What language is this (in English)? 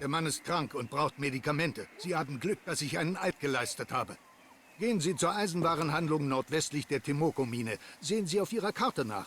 Bavarian